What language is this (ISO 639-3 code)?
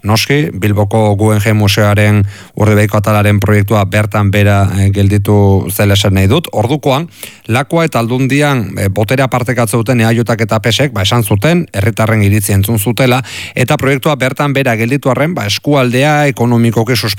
eus